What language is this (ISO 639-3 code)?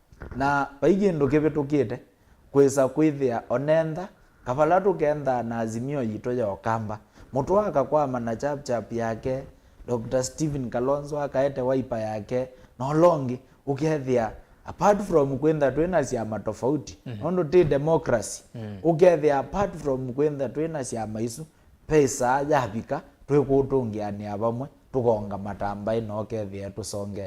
kam